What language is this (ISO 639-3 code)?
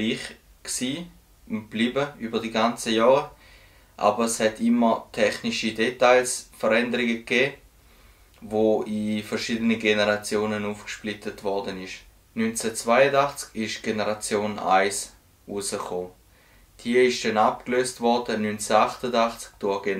gsw